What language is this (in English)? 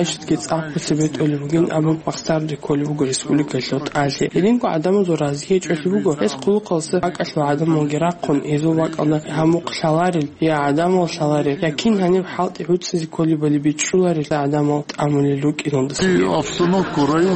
Avaric